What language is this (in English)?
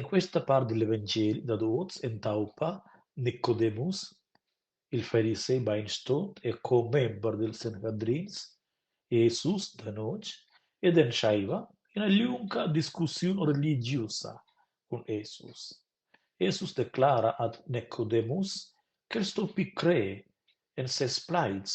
Romansh